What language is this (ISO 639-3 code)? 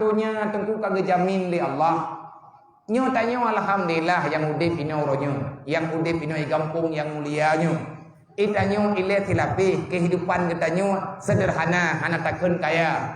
ace